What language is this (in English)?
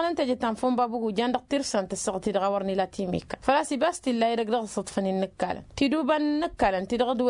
Tamasheq